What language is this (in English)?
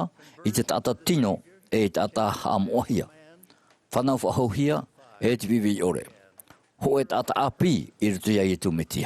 Tahitian